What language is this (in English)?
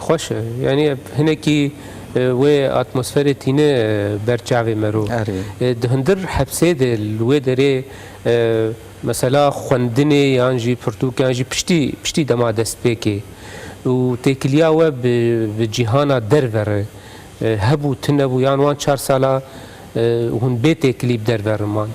Kurdish